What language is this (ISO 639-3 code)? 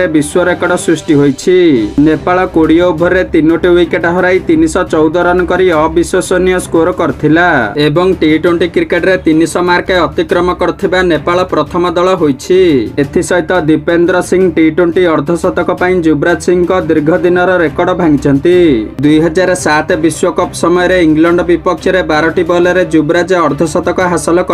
ori